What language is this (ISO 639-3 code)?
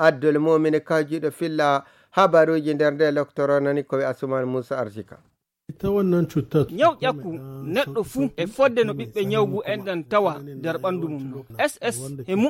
fuv